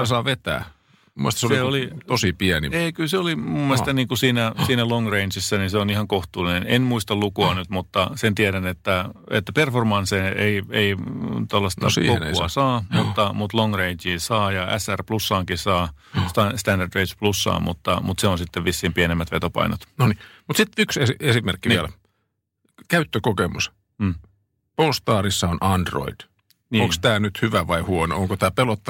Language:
Finnish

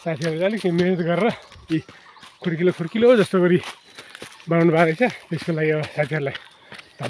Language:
Nepali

